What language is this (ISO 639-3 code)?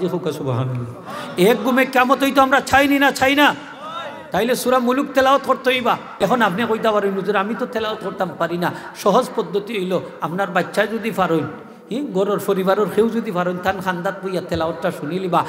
syl